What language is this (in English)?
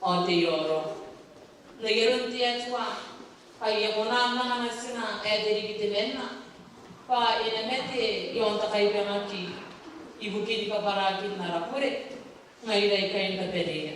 Gilbertese